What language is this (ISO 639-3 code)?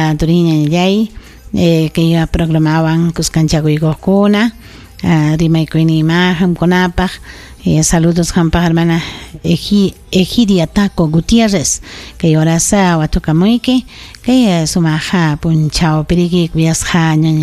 quy